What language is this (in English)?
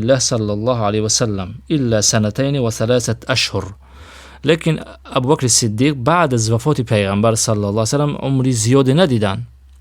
Tajik